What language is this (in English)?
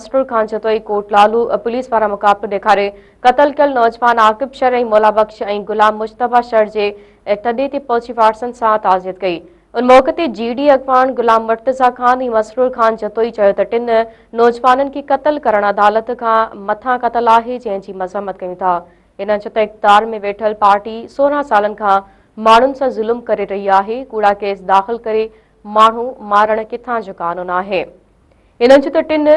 Sindhi